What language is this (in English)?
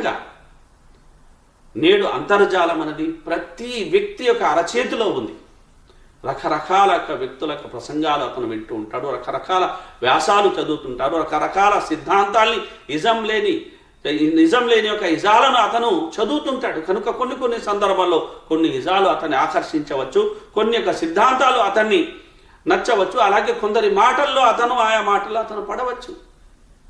Telugu